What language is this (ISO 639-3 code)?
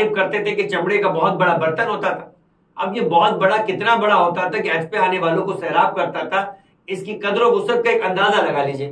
urd